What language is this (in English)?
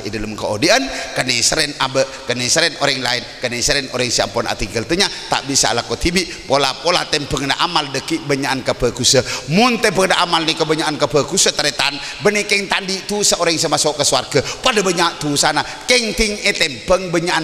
Madurese